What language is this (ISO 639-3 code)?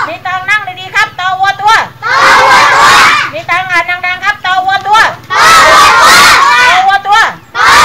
tha